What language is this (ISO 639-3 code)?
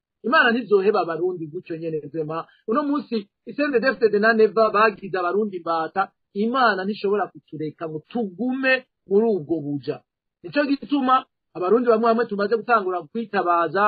run